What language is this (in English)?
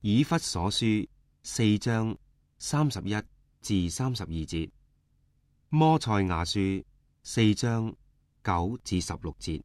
Cantonese